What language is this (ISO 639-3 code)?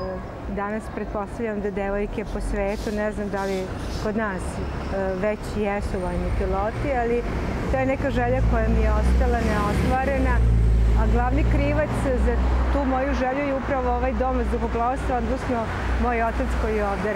srp